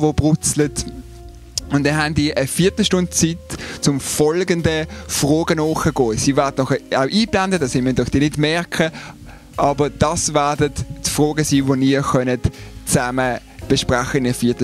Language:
Swiss German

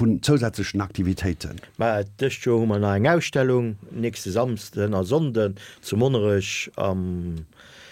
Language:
Luxembourgish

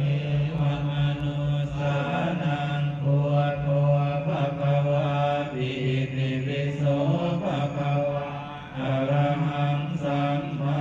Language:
Pali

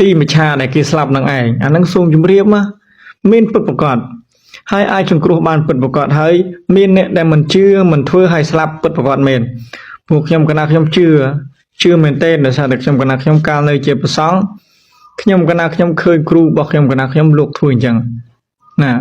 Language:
Khmer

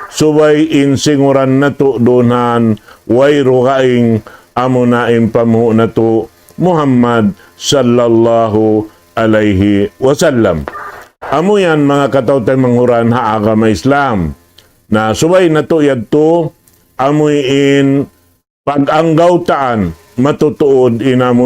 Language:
Tausug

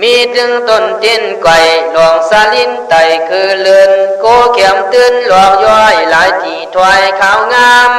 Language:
Khün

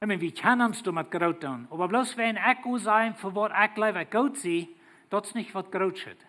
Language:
Plautdietsch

